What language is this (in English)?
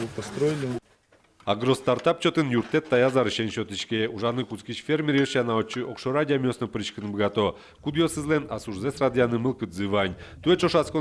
Udmurt